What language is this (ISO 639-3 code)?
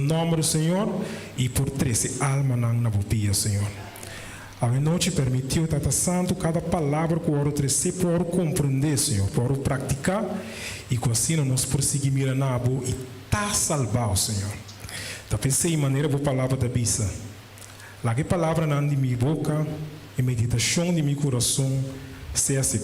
pap